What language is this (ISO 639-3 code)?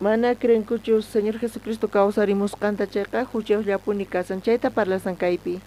quh